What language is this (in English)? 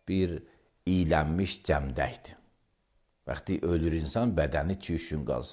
Azerbaijani